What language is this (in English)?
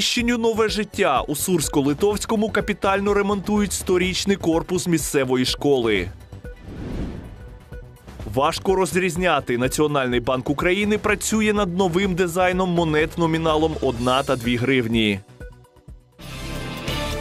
Ukrainian